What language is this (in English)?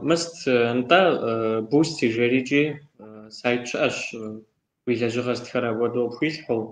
Kabardian